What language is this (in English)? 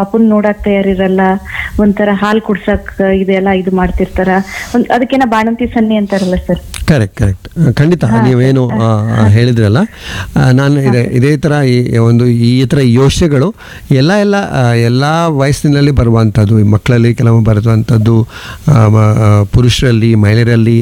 Kannada